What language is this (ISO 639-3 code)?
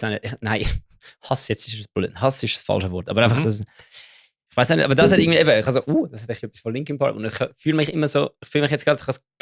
gsw